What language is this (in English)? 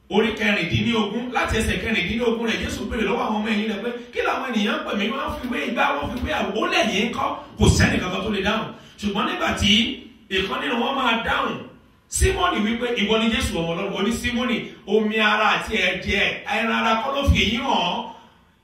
Yoruba